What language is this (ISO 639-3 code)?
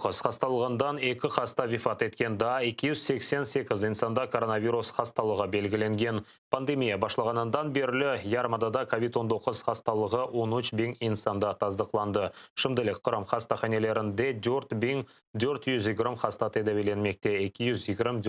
crh